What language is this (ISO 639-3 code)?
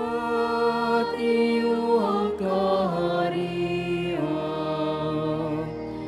fil